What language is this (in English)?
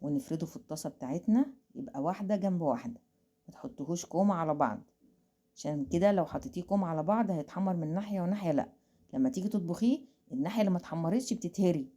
Egyptian Arabic